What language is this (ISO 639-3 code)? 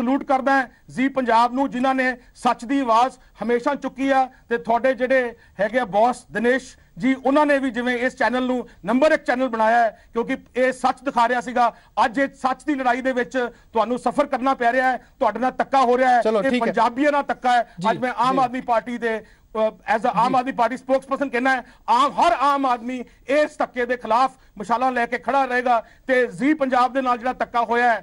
pan